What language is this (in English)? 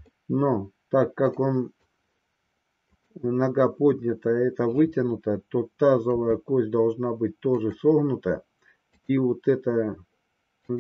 Russian